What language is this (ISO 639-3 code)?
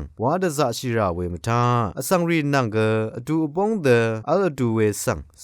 raw